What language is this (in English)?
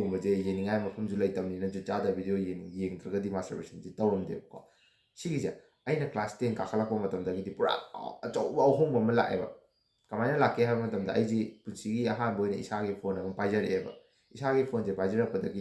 Manipuri